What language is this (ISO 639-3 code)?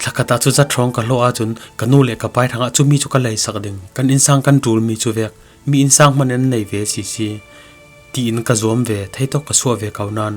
cfm